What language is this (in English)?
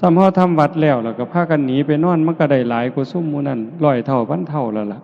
Lao